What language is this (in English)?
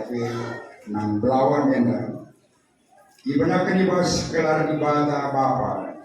Batak Karo